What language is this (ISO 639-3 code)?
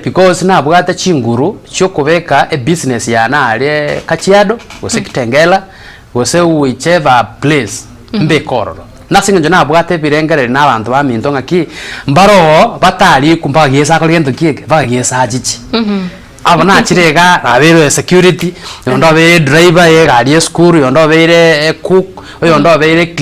guz